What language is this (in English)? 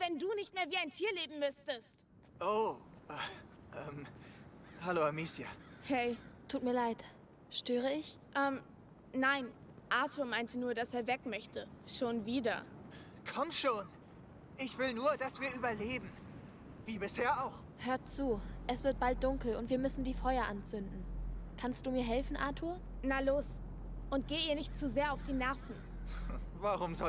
Bavarian